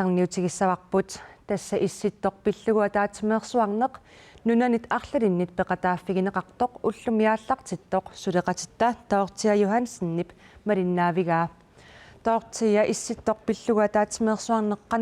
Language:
Kalaallisut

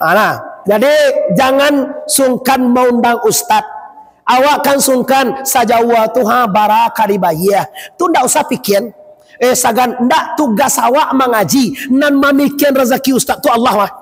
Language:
Minangkabau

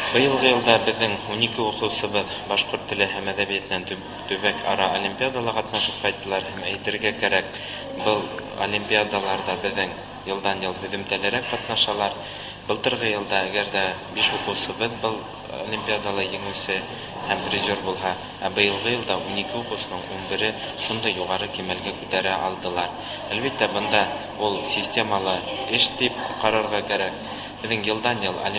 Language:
Bashkir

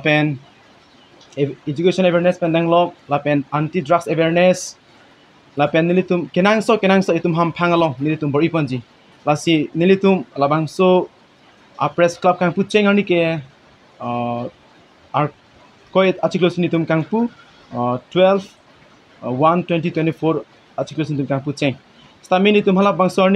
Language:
Karbi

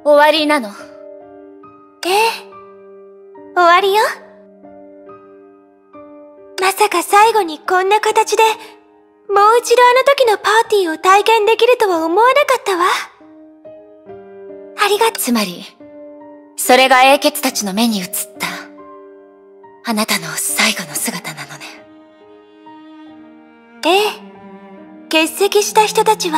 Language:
Japanese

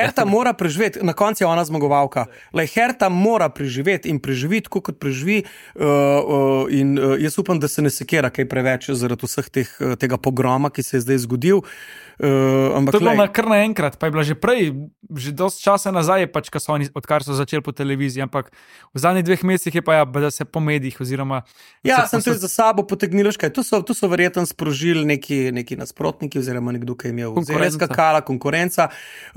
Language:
Slovenian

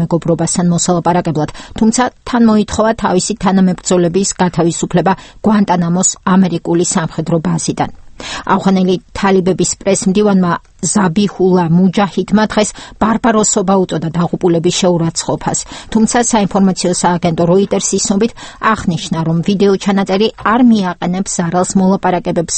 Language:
Georgian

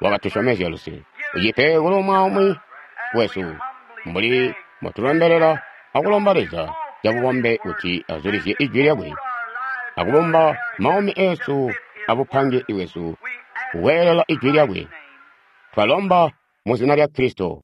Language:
Tonga (Zambia)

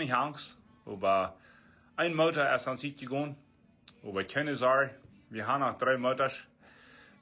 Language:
Plautdietsch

